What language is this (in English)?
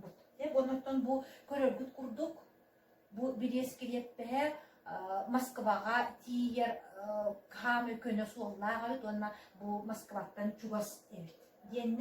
Yakut